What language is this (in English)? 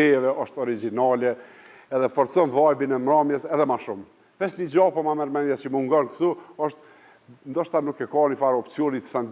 Albanian